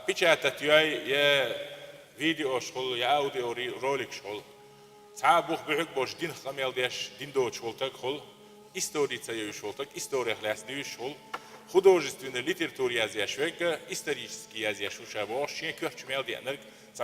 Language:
Chechen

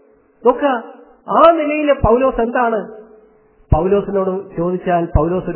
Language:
Malayalam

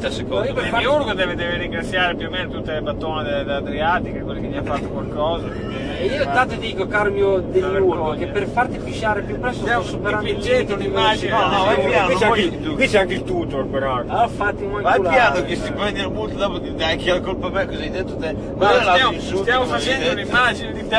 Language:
Italian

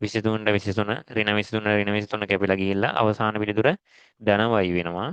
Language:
Sinhala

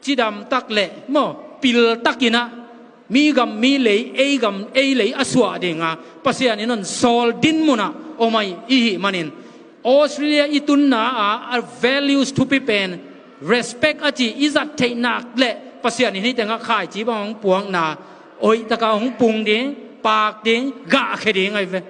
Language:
Tedim Chin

